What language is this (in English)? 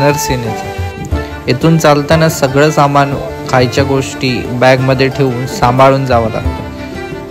Marathi